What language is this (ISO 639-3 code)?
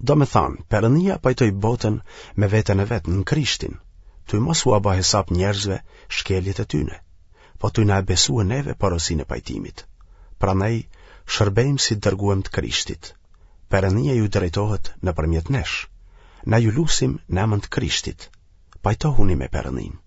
sqi